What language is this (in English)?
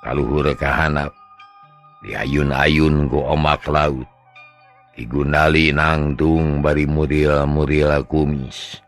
Sundanese